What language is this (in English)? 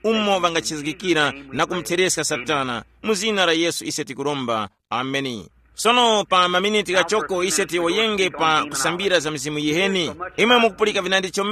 Tumbuka